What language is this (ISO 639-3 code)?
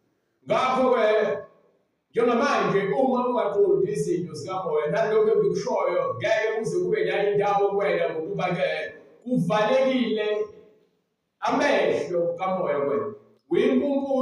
zul